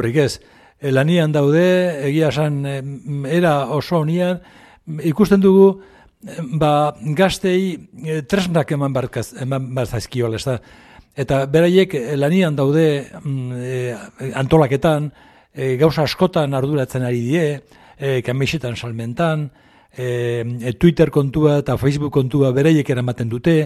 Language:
Basque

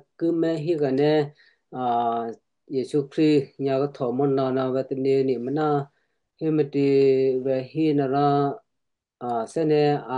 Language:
Western Kayah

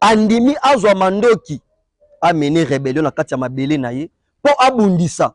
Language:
Lingala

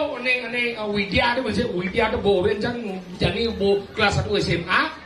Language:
Balinese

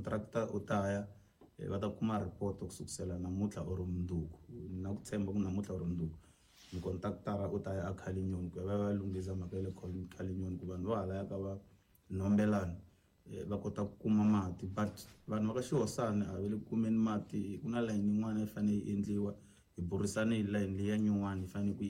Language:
Tsonga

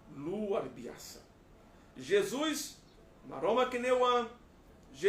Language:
Tetum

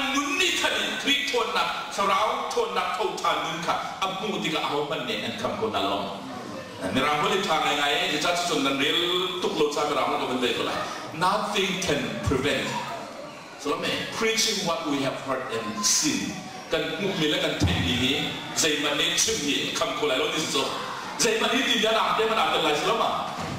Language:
Hakha Chin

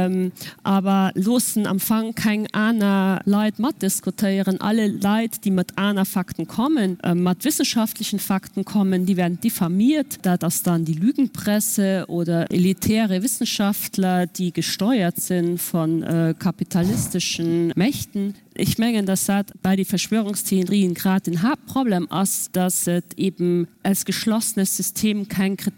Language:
Luxembourgish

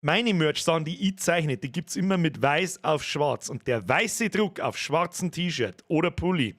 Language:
Bavarian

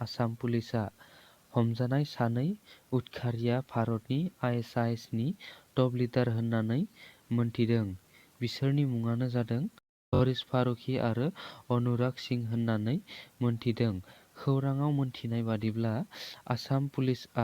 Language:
Bodo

